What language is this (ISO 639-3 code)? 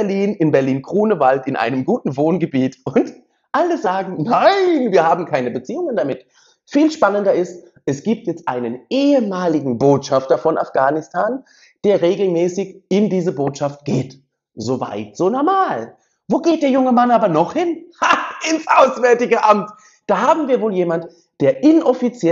deu